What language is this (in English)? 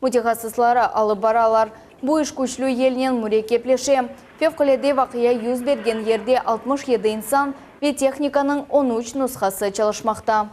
Crimean Tatar